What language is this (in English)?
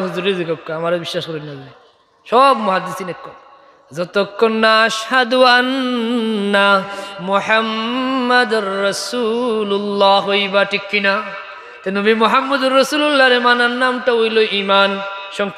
Sylheti